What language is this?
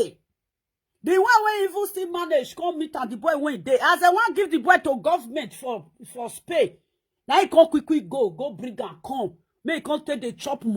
Nigerian Pidgin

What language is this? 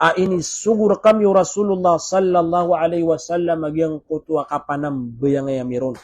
Maranao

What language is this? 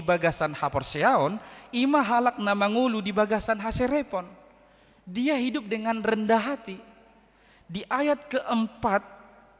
Batak Toba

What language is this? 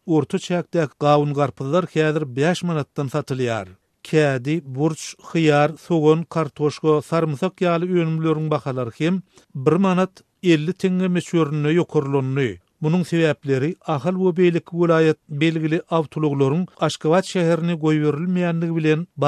Turkmen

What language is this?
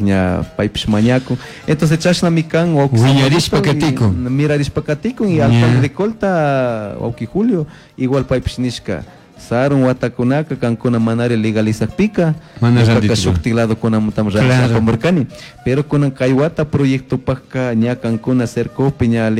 Chimborazo Highland Quichua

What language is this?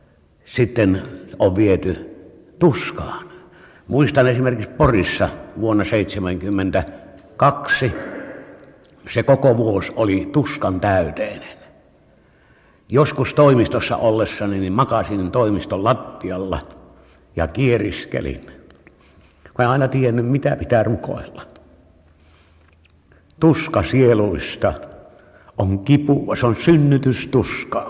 Finnish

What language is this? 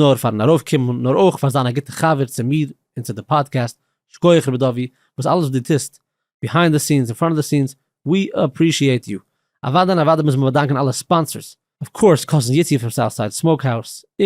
Yiddish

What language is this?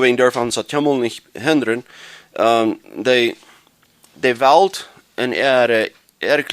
Plautdietsch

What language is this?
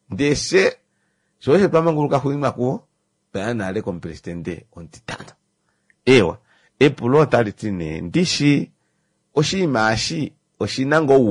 Kuanyama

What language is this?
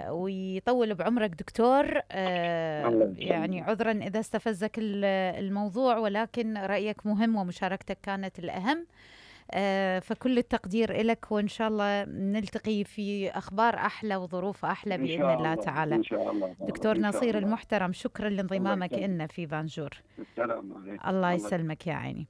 Mesopotamian Arabic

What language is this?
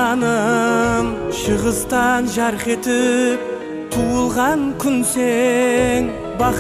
Kara-Kalpak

